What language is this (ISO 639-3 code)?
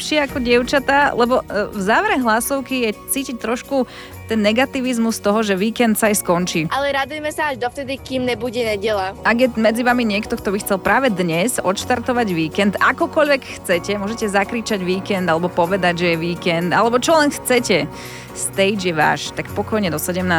slk